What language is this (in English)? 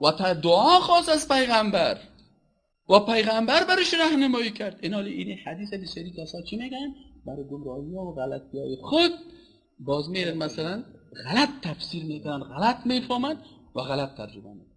Persian